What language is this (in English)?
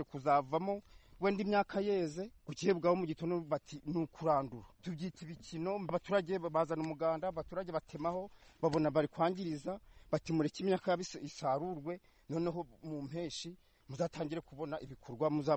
Kinyarwanda